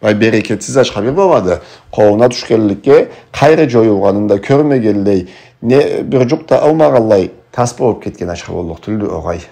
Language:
Karachay-Balkar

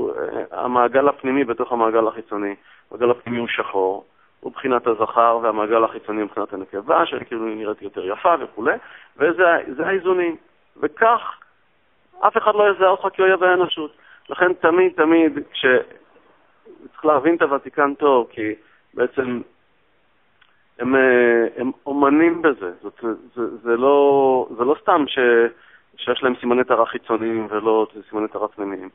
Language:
Hebrew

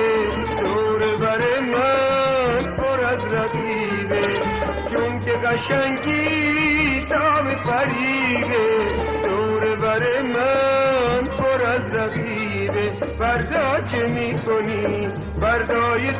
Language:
Persian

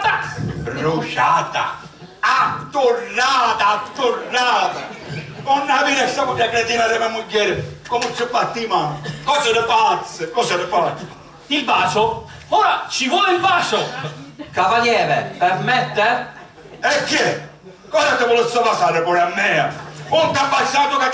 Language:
Sicilian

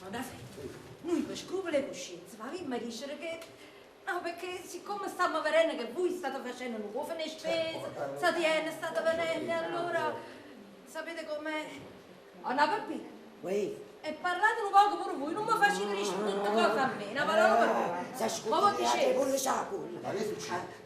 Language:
Neapolitan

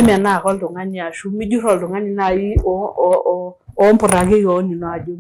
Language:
Masai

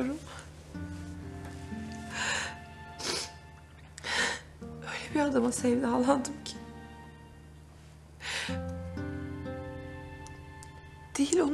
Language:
Turkish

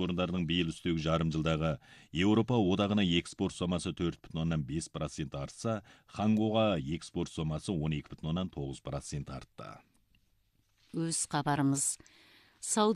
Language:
Kazakh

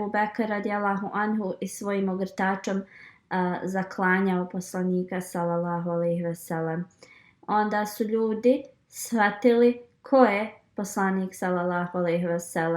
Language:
Bosnian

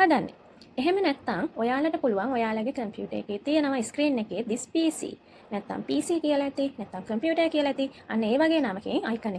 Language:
Sinhala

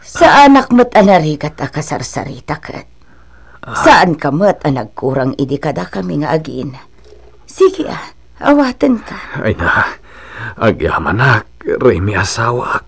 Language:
Iloko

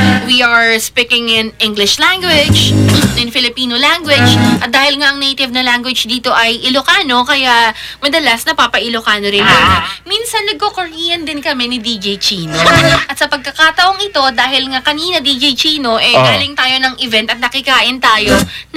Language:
Filipino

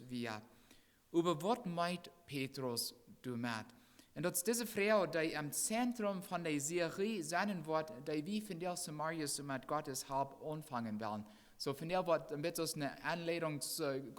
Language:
Plautdietsch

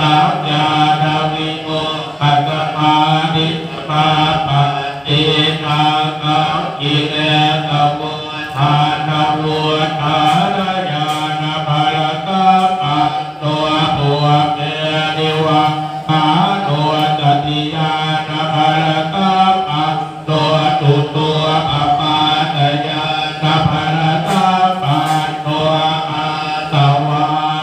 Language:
Pali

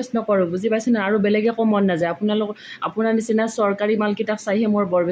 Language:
Assamese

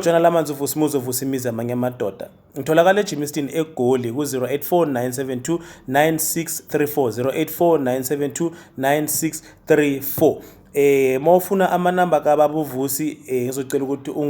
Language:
Zulu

